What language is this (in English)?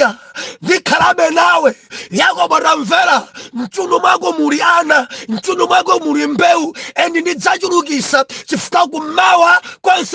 Nyanja